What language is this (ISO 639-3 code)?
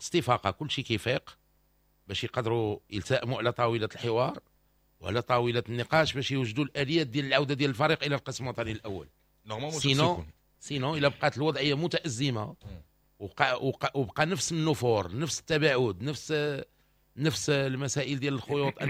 ary